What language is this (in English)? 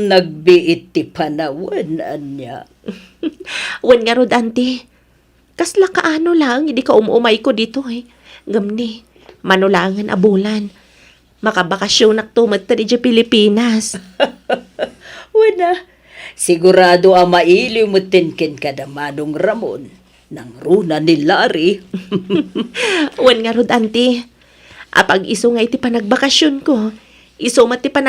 Iloko